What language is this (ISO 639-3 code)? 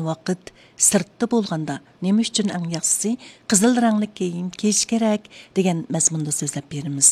uig